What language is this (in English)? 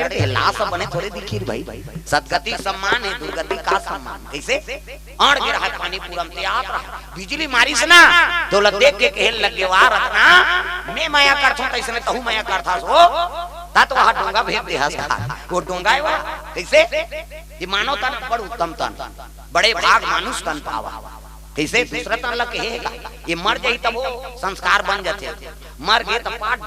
Chhattisgarhi